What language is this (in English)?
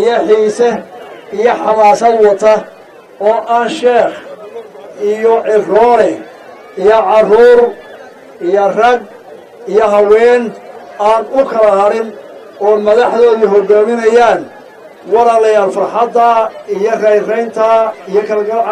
Somali